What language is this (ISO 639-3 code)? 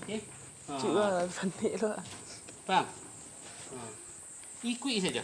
min